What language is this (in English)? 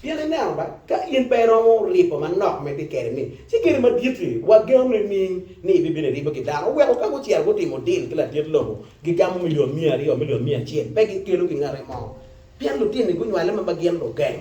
Acoli